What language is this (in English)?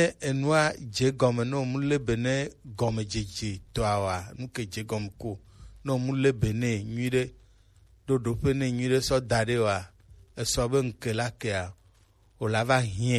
Gen